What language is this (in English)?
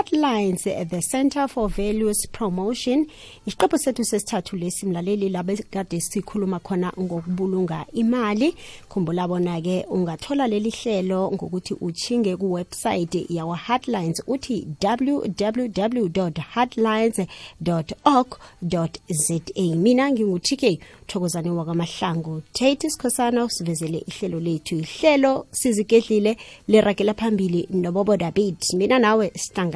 South Ndebele